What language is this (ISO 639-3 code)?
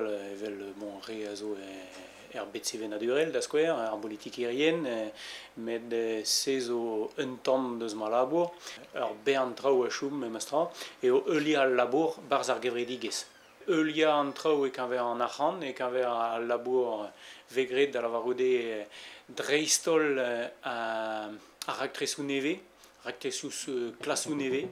bre